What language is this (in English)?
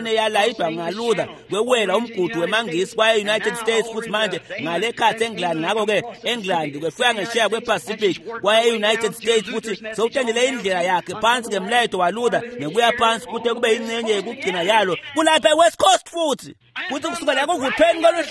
Swati